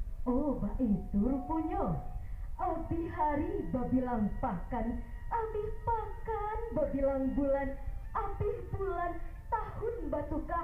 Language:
Minangkabau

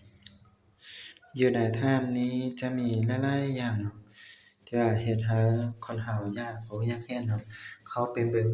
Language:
Lao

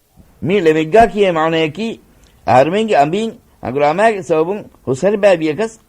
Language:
Divehi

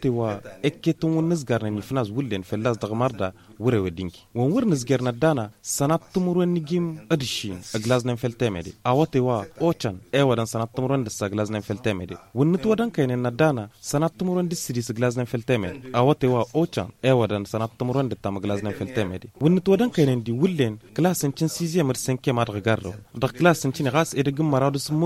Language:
Tamasheq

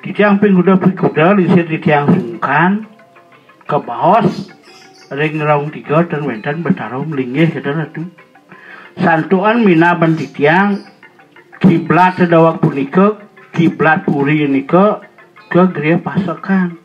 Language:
Balinese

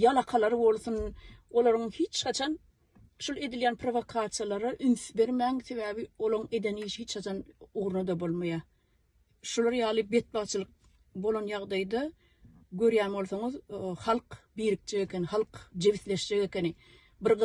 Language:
Turkmen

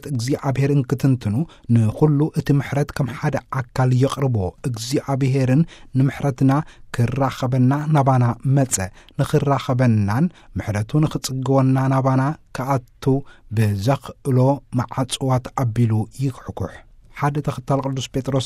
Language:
Tigrinya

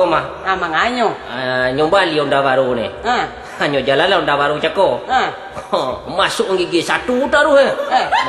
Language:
Minangkabau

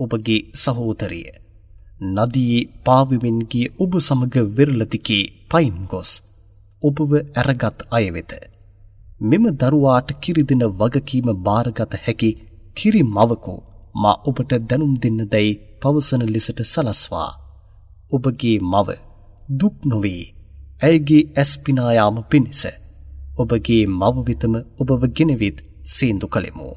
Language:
Sinhala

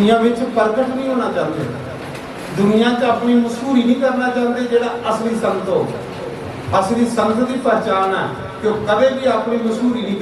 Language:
Dogri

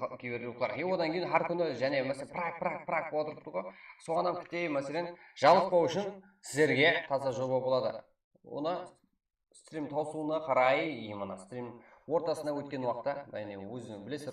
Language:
Kara-Kalpak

